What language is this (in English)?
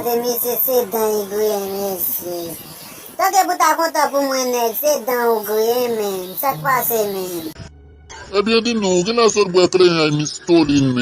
Haitian Creole